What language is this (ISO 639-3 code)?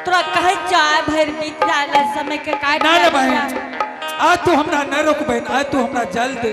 anp